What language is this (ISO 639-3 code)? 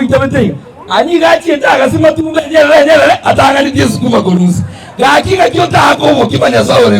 guz